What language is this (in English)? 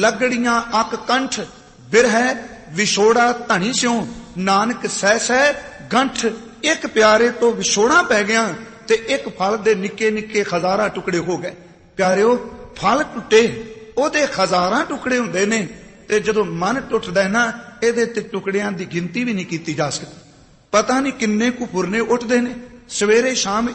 Punjabi